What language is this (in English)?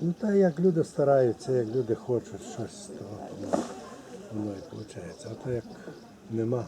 Rusyn